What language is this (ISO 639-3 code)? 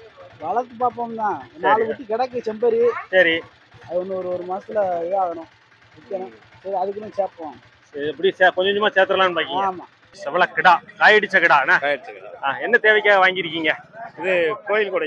tam